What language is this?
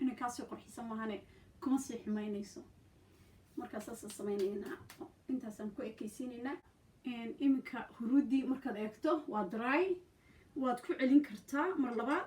Somali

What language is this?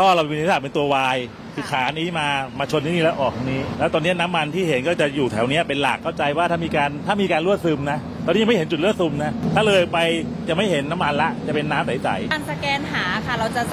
Thai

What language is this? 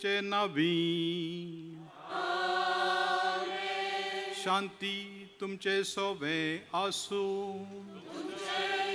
Konkani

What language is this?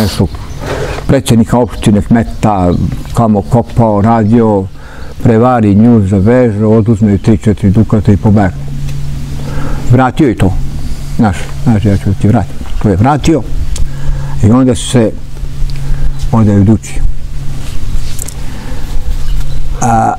Serbian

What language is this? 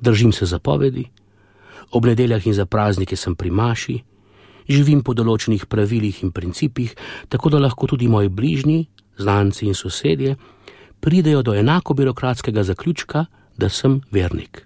Slovenian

